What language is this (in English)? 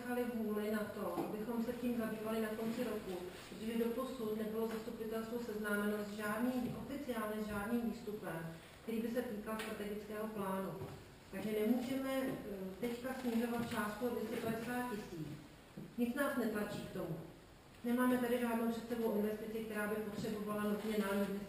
Czech